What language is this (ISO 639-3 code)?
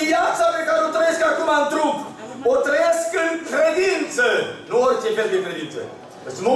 ron